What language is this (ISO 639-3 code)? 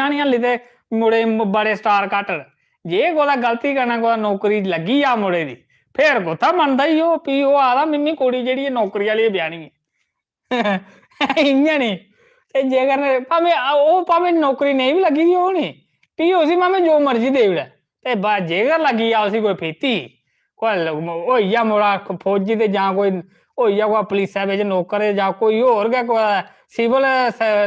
doi